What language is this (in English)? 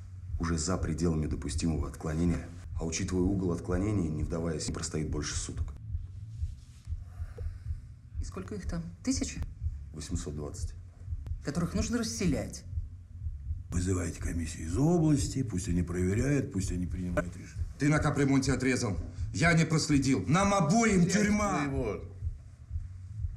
Russian